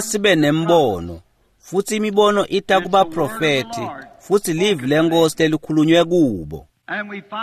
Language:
Swati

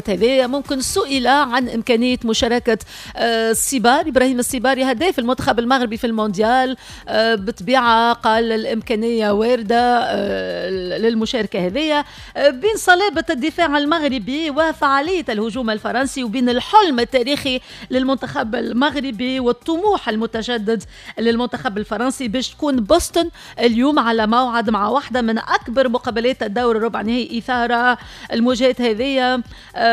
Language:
Tunisian Arabic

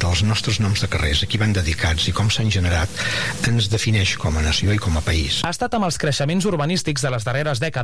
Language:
Catalan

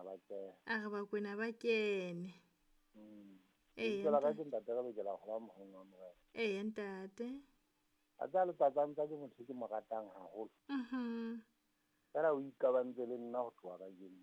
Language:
Southern Sotho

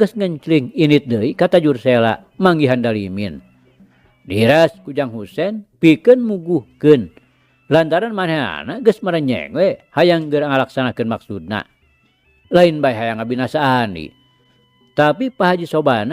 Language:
Sundanese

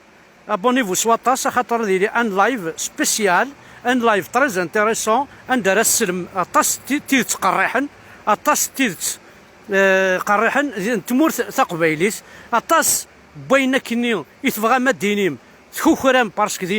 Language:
Kabyle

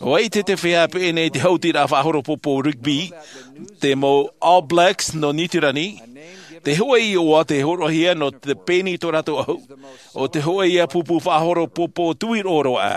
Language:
Tahitian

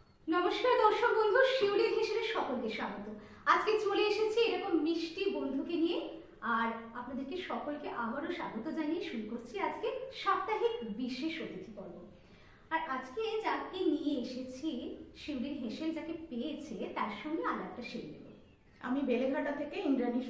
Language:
Bangla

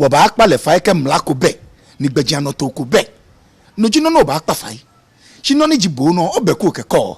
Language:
Ga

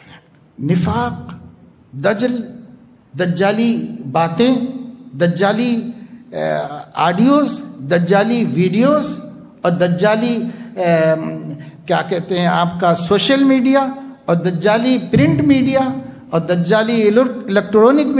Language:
Urdu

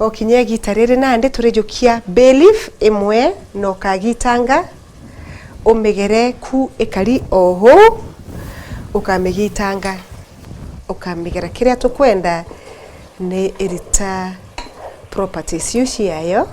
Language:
Meru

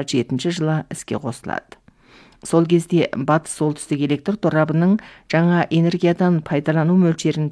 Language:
Kazakh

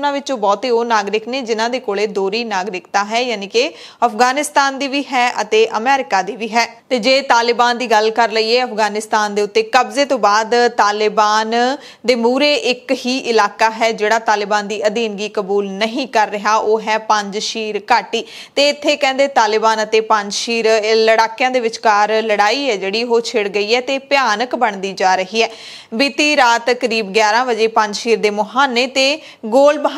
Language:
Punjabi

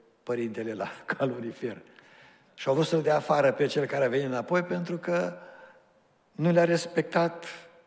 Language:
Romanian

